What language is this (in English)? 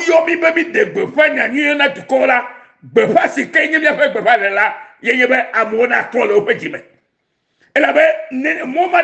Ewe